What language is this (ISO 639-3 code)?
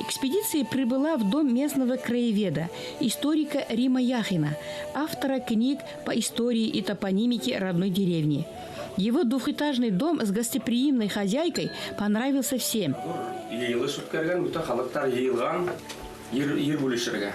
bak